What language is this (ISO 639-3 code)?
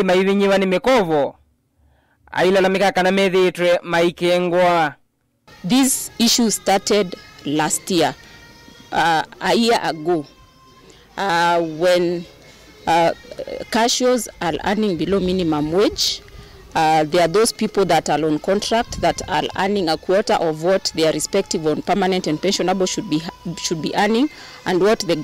kam